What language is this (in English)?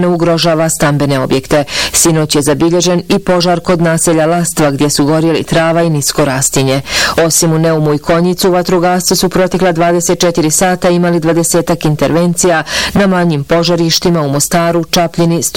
Bosnian